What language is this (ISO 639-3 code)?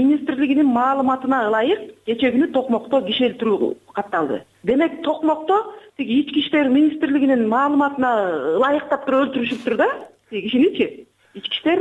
kir